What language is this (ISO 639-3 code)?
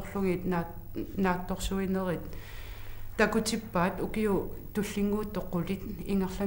kal